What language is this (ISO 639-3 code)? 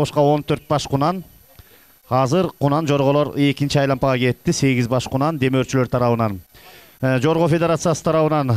kir